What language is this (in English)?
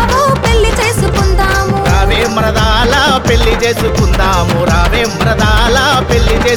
Telugu